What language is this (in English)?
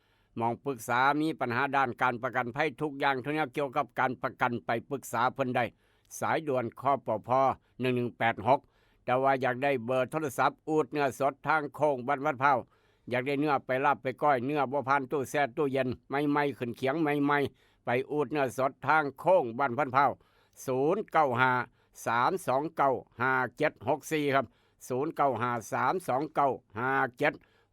Northeastern Thai